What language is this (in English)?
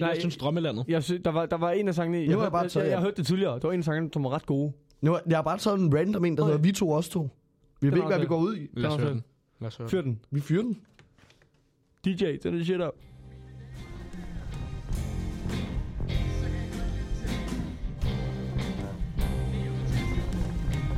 Danish